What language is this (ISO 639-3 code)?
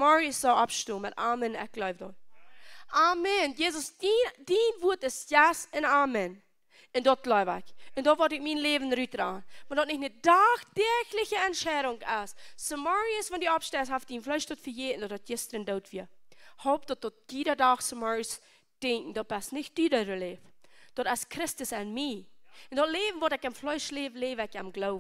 pdt